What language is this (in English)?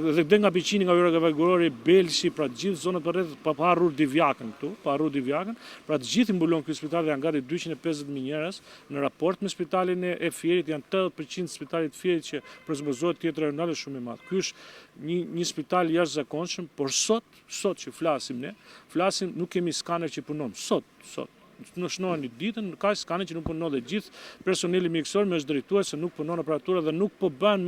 Albanian